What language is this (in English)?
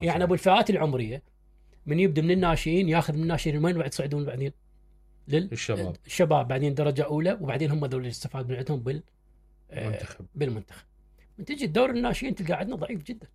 Mesopotamian Arabic